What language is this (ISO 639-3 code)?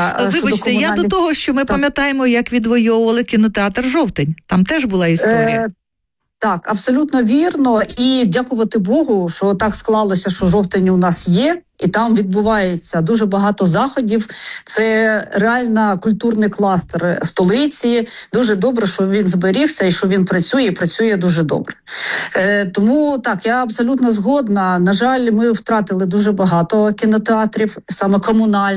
ukr